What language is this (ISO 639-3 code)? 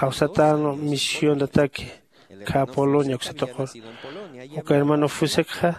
aym